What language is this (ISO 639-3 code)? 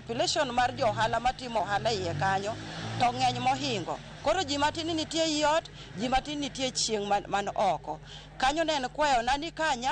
luo